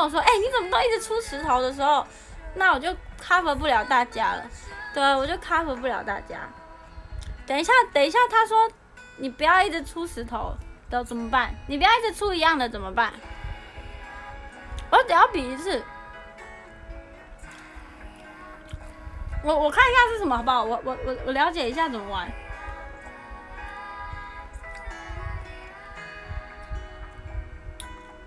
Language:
Chinese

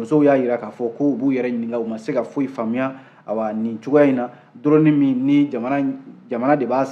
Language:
Bambara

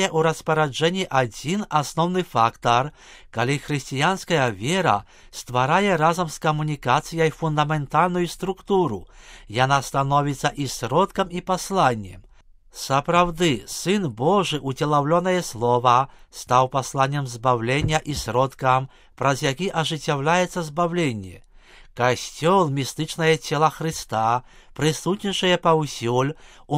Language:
Belarusian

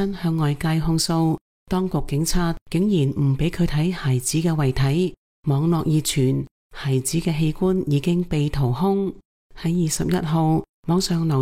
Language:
Cantonese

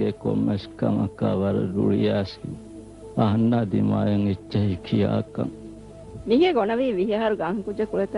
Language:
Divehi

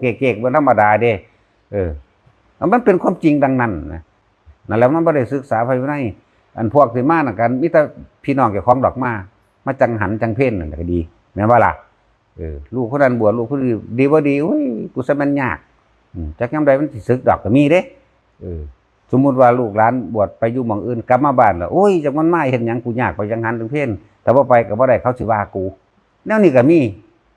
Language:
Northeastern Thai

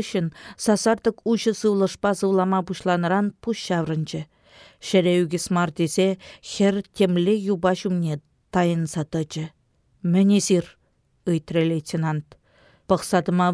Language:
Chuvash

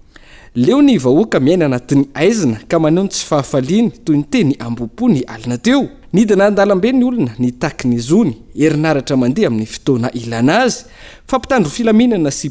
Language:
Malagasy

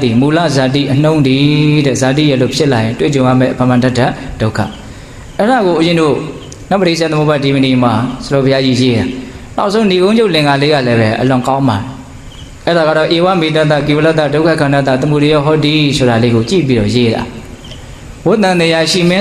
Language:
Burmese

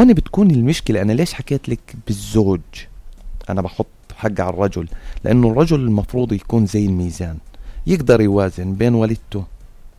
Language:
North Levantine Arabic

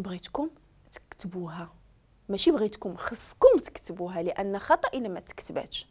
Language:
Moroccan Arabic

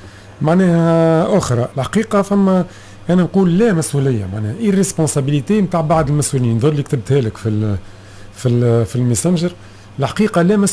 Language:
Tunisian Arabic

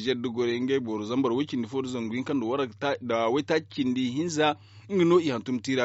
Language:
Zarma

